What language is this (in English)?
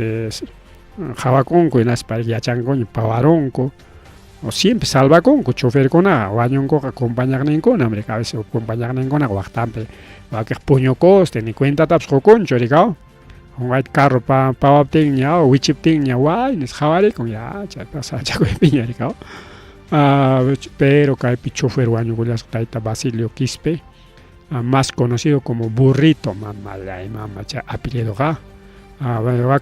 Ayacucho Quechua